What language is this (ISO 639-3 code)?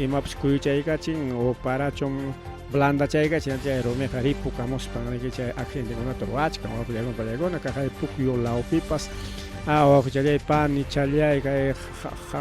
quy